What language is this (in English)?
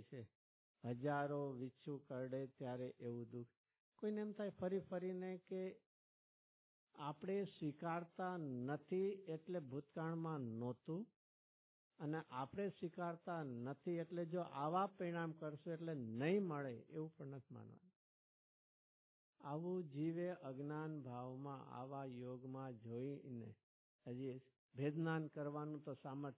Gujarati